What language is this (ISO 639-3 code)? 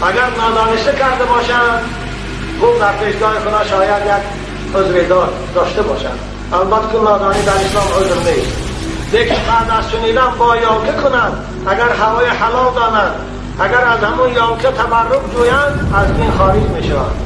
tgk